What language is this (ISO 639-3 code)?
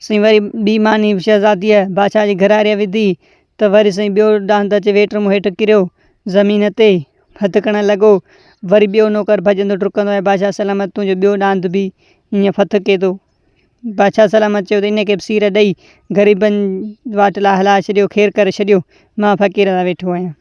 snd